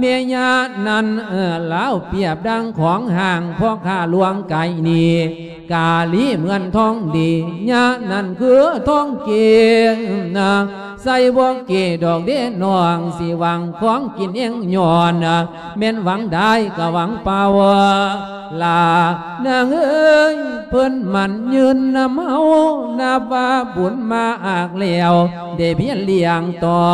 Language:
Lao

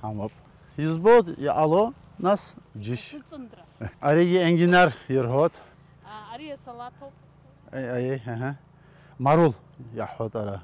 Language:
Abkhazian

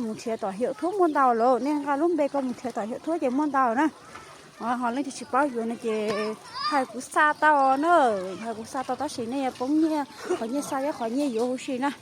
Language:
Hmong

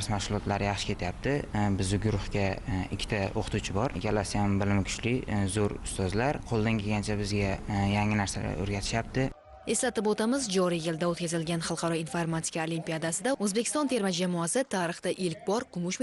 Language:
Uzbek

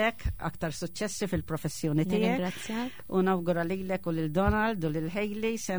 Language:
Maltese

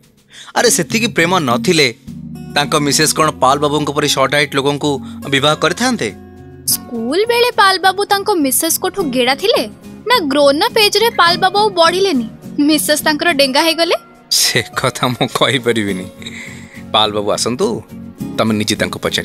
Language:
Odia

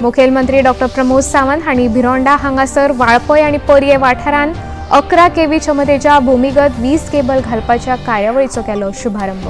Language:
Konkani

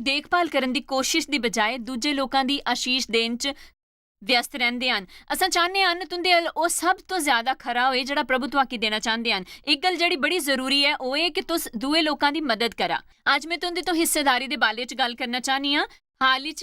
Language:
Dogri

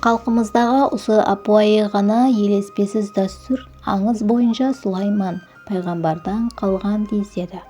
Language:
Kara-Kalpak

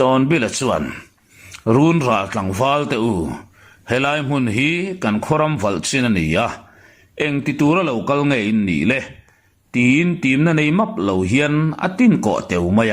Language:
Mizo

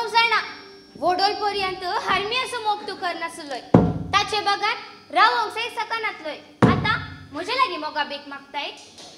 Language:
Konkani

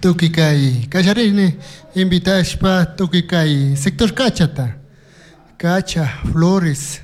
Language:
Chimborazo Highland Quichua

